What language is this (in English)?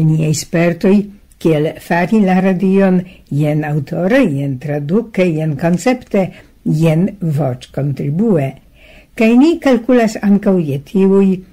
Esperanto